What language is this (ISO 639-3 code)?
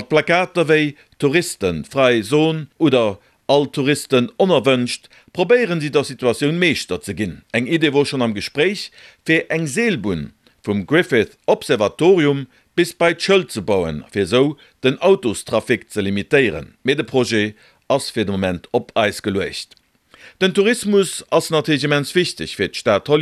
ltz